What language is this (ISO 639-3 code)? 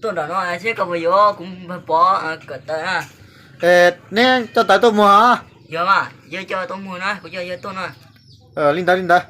hmn